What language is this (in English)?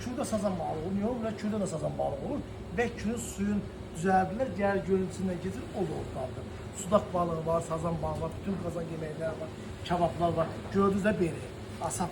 Azerbaijani